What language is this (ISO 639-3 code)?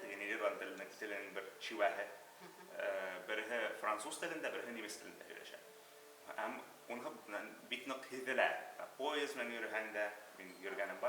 bak